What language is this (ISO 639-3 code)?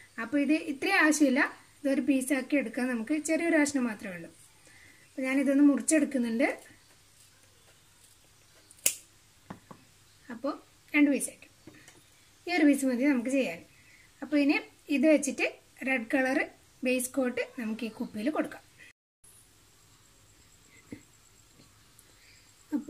mal